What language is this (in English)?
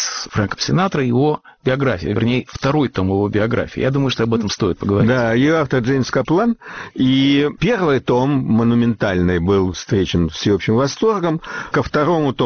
Russian